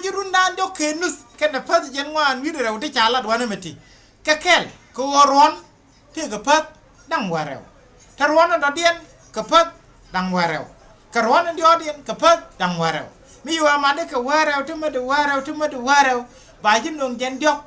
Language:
Nuer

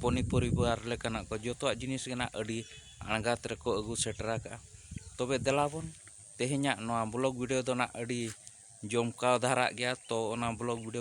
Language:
Santali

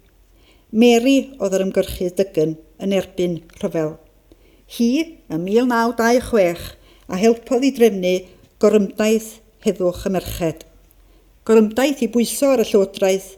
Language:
Welsh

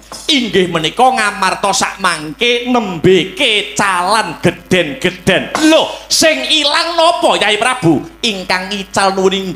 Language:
Javanese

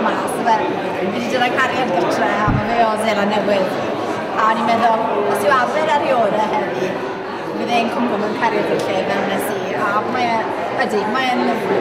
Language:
Welsh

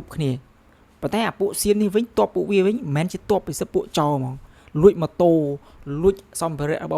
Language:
Khmer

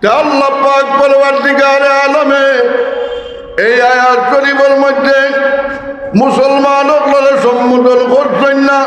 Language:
Sylheti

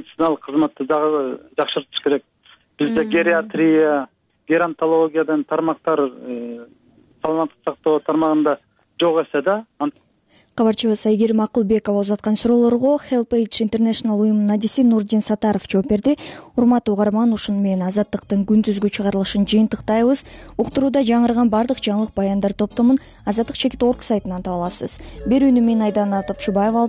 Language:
Kyrgyz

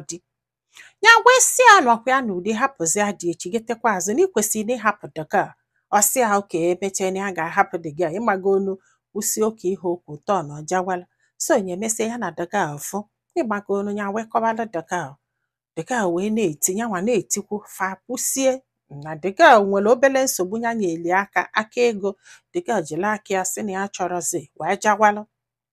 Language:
Igbo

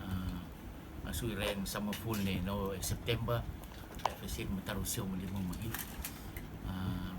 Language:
Rotuman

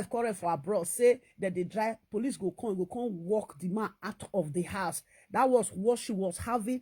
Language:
Nigerian Pidgin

